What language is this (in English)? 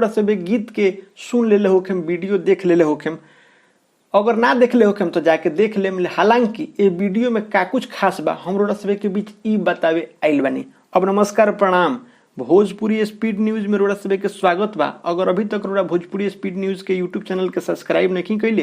Bhojpuri